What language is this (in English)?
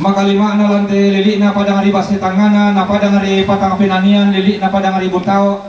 Toraja-Sa'dan